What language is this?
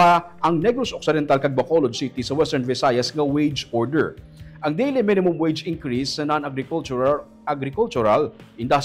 Hiligaynon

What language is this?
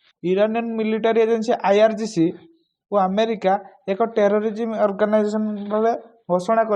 Odia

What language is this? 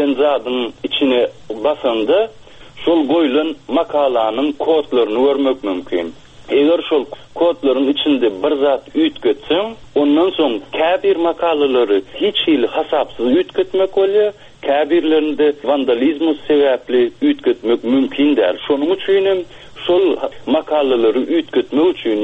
Turkmen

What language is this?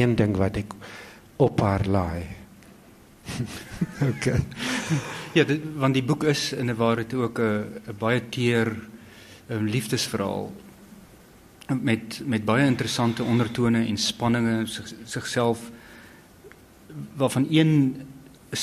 Afrikaans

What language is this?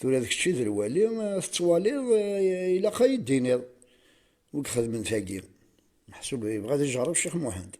Kabyle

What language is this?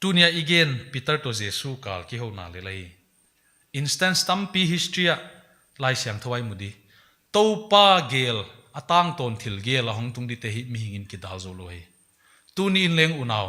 Paite Chin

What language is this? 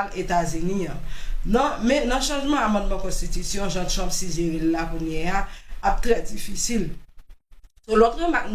Haitian Creole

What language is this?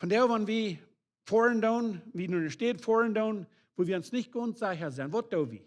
Plautdietsch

